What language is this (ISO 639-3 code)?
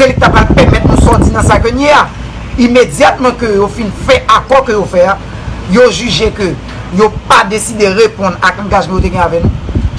hat